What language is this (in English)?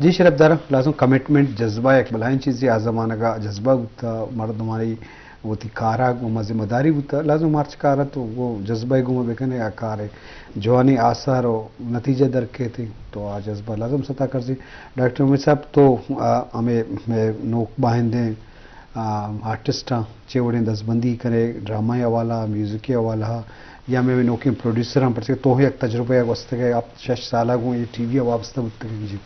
Eastern Balochi